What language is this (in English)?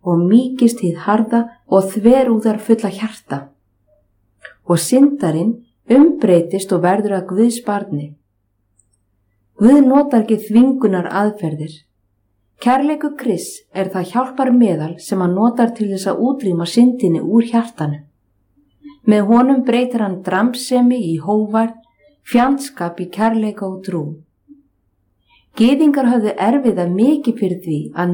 Icelandic